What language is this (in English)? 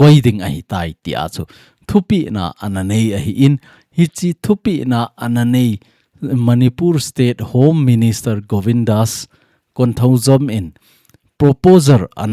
Thado Chin